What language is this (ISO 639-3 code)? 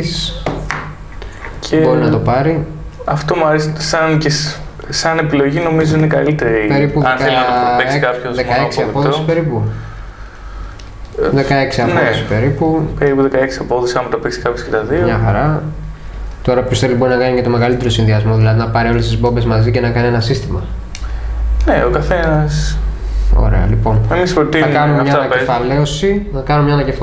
ell